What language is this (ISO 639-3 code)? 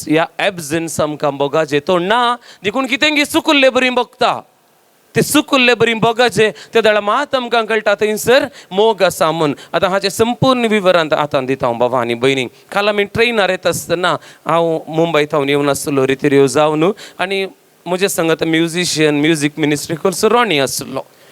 kok